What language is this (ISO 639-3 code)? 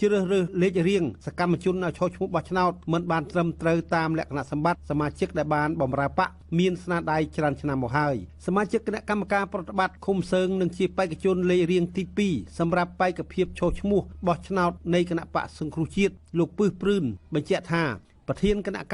khm